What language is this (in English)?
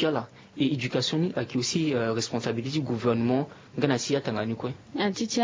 Sango